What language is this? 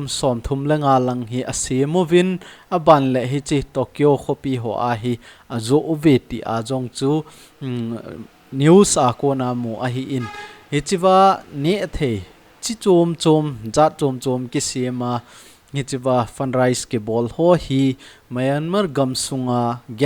Thado Chin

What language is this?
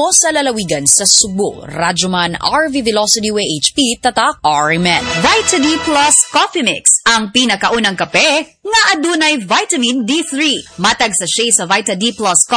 Cebuano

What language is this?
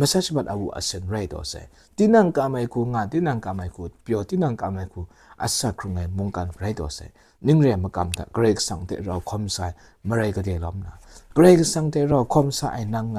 Kachin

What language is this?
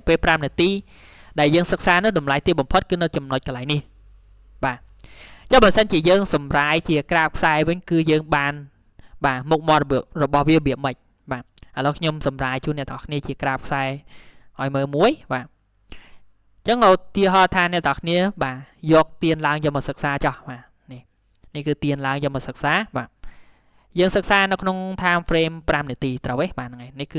Khmer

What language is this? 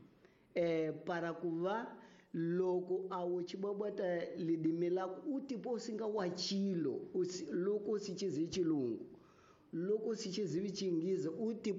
Tsonga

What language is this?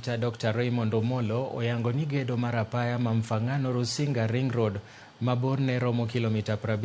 Luo (Kenya and Tanzania)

